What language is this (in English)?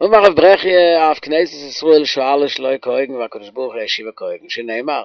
Yiddish